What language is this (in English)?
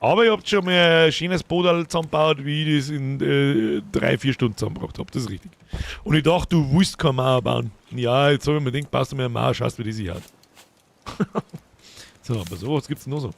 Bavarian